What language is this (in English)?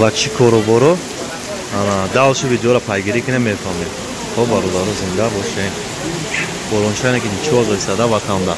Tajik